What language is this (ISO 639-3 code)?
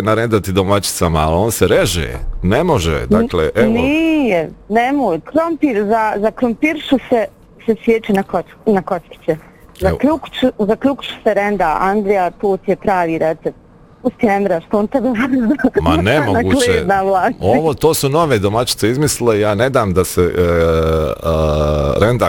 bos